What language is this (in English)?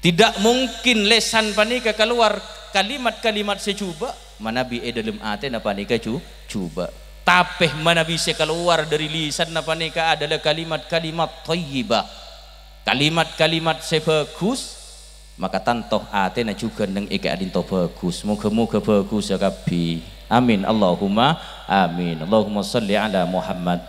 Madurese